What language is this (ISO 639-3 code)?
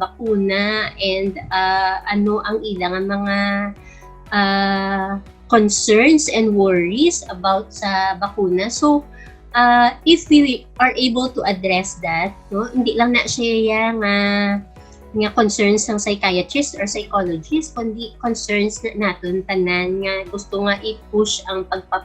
hil